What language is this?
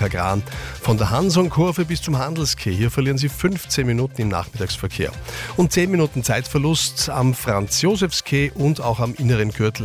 German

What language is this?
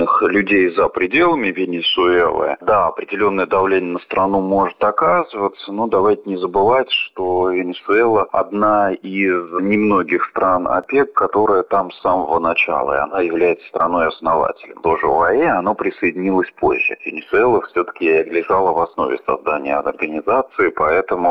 Russian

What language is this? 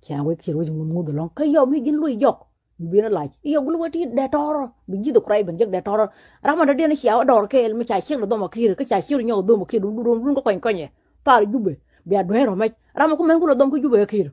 Nuer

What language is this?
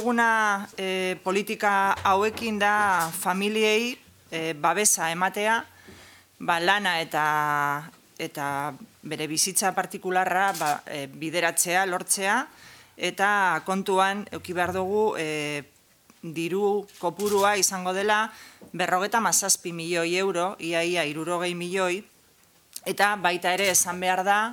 Basque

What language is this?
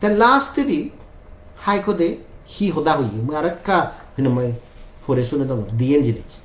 Chakma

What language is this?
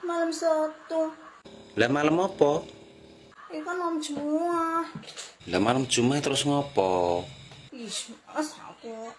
Javanese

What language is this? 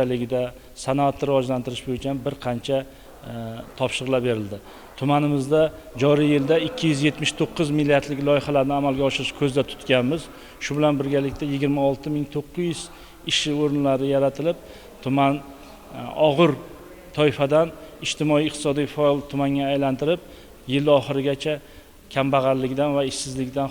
Uzbek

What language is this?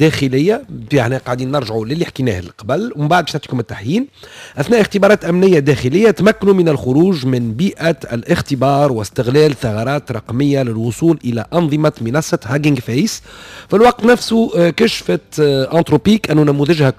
Tunisian Arabic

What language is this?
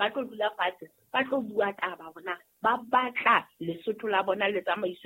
Southern Sotho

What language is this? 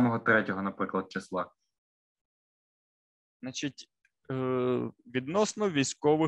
Ukrainian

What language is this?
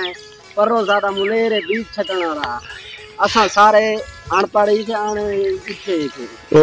Saraiki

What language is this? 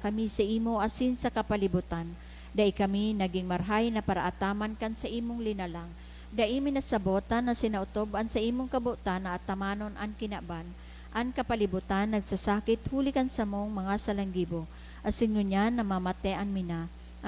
Bikol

